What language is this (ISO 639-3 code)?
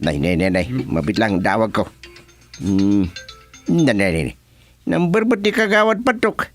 ilo